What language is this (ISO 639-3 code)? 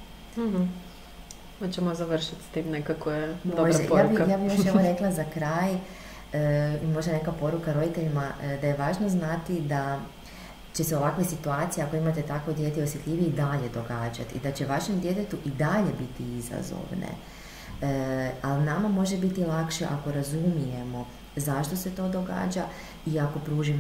hrv